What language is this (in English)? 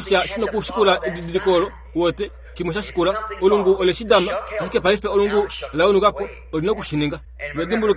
Kuanyama